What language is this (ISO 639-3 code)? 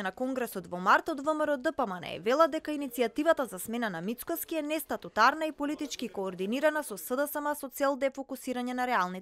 mkd